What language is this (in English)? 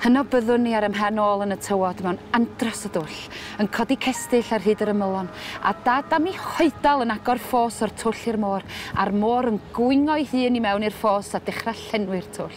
Welsh